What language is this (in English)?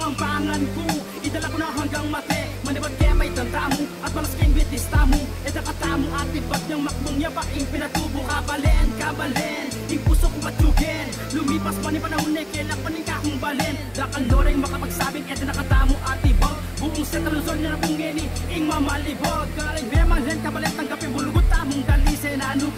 Pampanga